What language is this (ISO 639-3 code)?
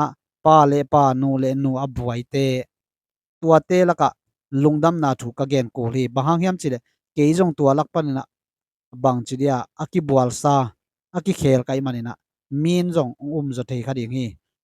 ctd